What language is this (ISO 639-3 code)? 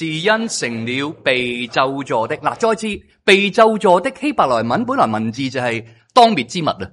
yue